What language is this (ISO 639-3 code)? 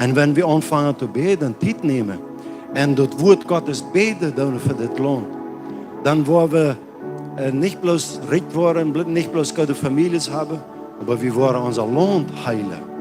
pdt